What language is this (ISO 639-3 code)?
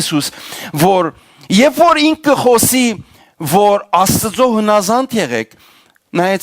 hyw